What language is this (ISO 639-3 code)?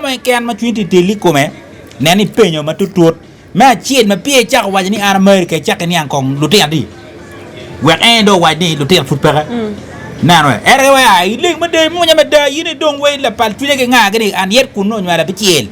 ach